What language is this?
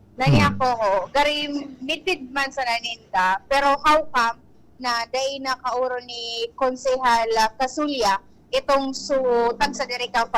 Bikol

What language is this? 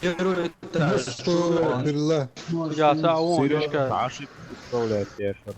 Chechen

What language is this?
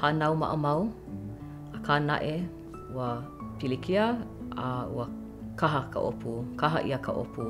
Hawaiian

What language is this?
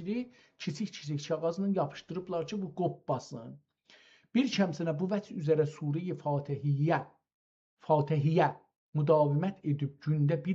South Azerbaijani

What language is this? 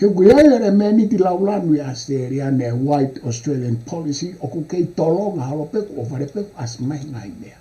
Tongan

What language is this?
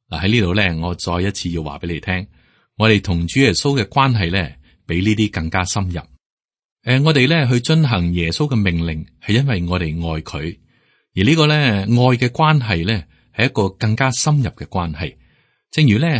Cantonese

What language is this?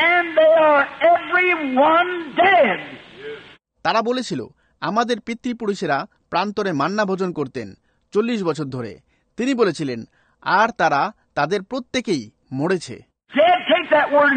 Bangla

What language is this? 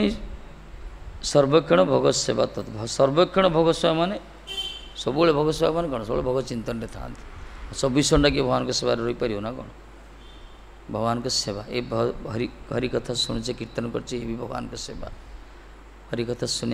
Odia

